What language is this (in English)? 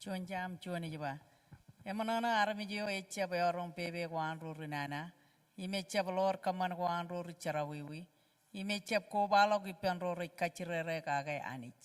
Marshallese